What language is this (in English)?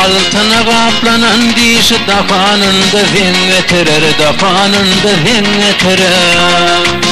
Turkmen